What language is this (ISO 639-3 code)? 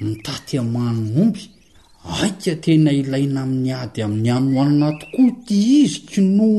mlg